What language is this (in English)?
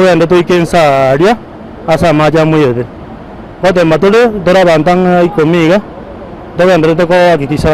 Gusii